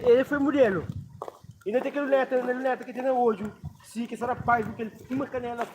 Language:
Kabuverdianu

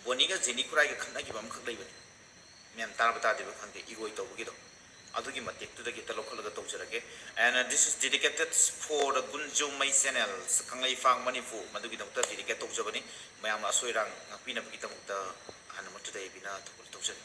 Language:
Manipuri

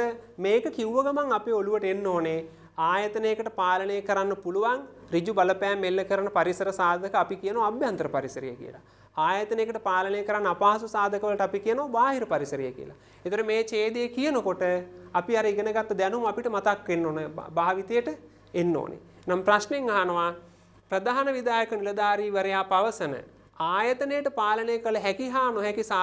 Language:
Sinhala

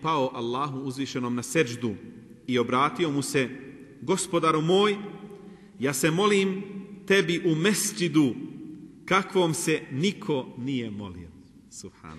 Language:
Bosnian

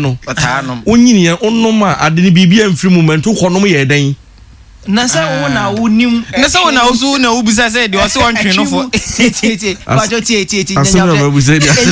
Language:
Akan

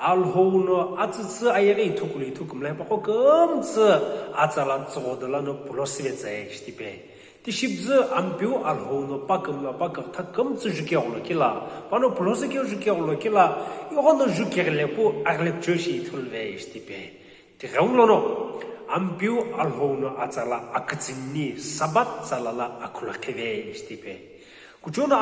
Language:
Sumi Naga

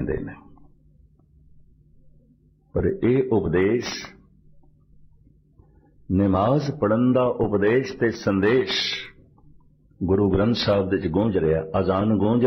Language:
Punjabi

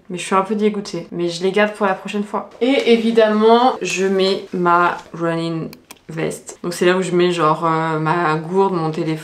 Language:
French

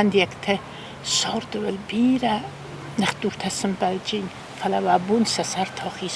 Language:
Ossetic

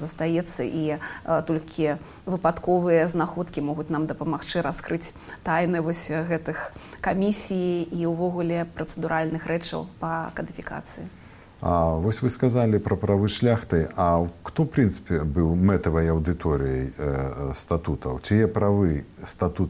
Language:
Belarusian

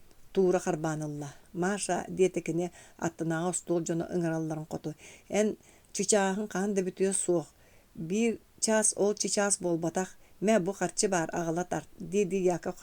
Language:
Yakut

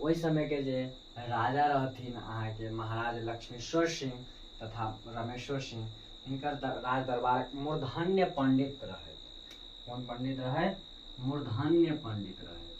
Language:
Maithili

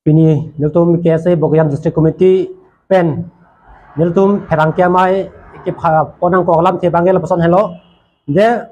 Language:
Karbi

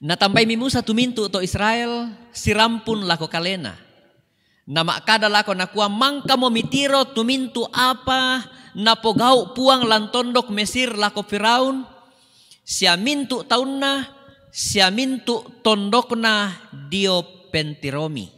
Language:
Toraja-Sa'dan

